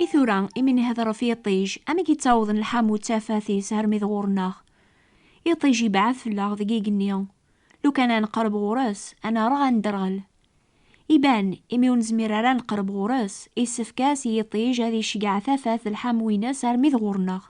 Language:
Kabyle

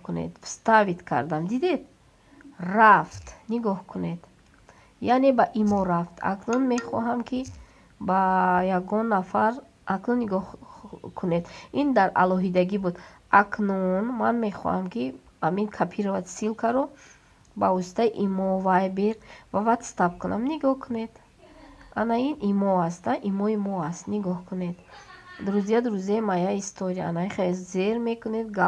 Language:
Tajik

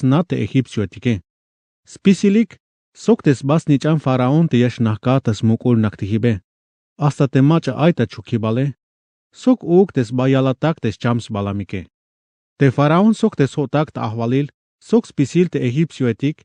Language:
Tzeltal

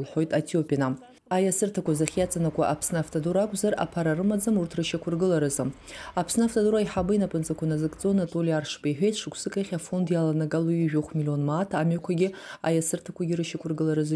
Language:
Abkhazian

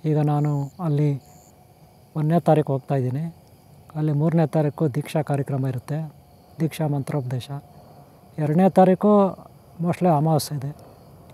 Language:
Kannada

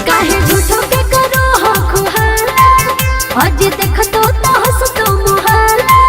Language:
Magahi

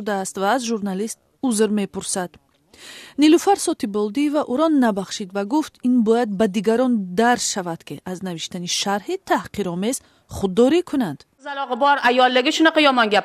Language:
Tajik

